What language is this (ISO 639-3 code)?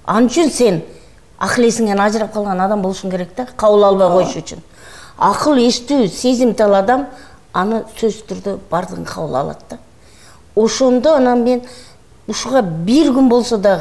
kir